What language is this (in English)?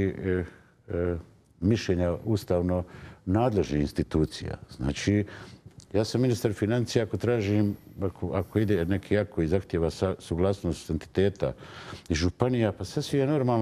Bosnian